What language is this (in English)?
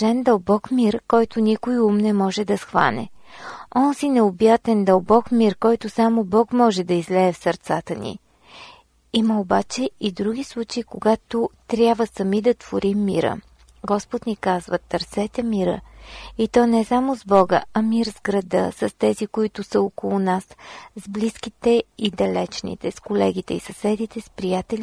Bulgarian